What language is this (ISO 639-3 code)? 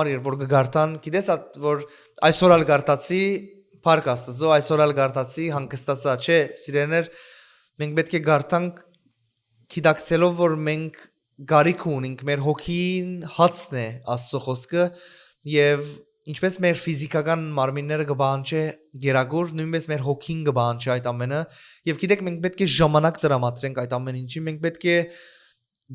hyw